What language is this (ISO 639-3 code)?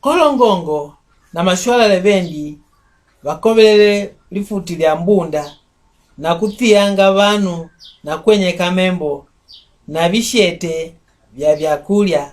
mck